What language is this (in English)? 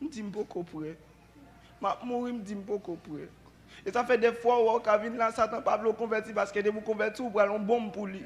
Haitian Creole